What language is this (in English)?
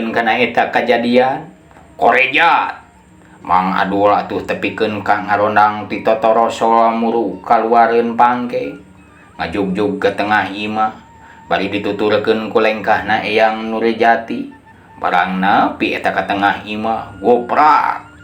Sundanese